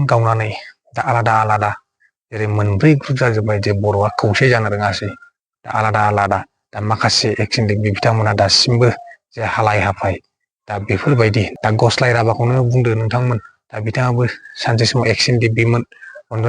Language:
Bodo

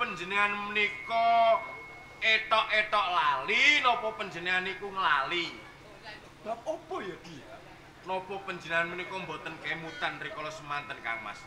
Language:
Javanese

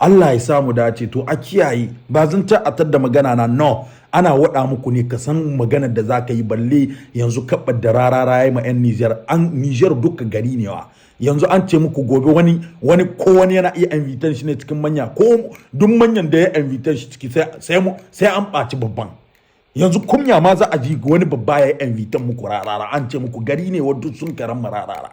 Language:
Hausa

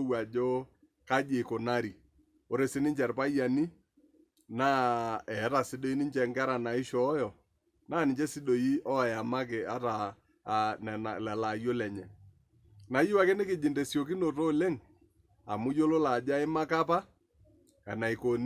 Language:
Masai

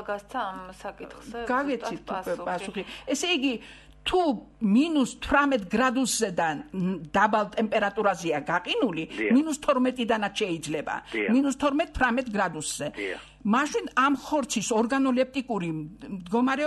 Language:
Georgian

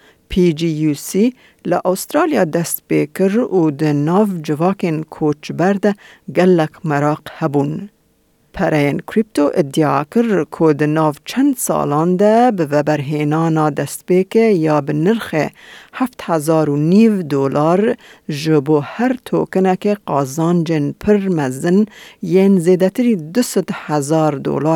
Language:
Kurdish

